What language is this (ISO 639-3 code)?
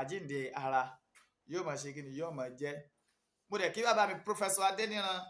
yor